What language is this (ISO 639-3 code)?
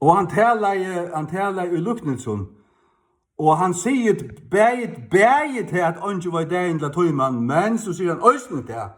fao